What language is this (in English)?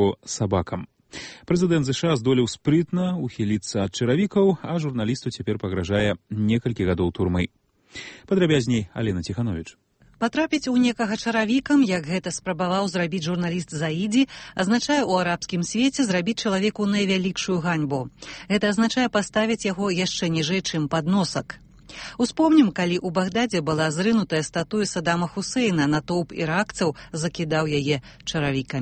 Belarusian